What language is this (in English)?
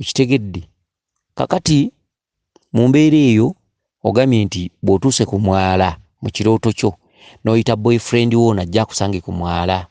Ganda